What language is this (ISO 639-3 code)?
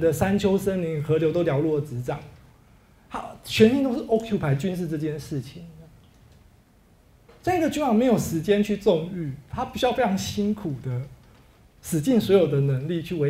zho